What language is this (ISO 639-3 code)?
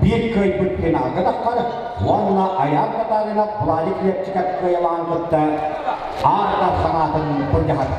sah